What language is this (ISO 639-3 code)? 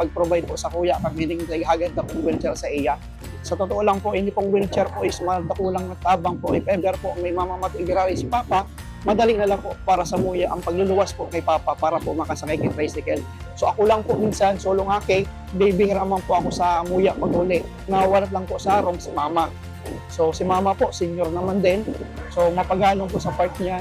bik